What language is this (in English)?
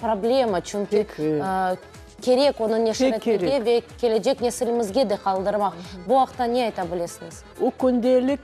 Crimean Tatar